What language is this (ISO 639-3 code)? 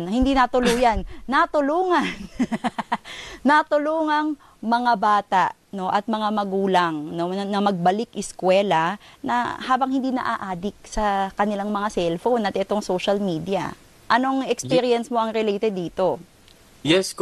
fil